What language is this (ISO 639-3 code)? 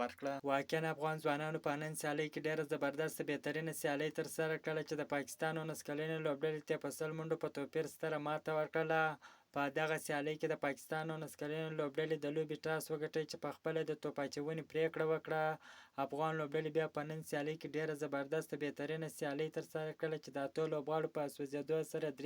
pus